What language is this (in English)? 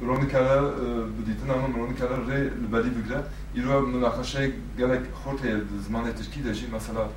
Kurdish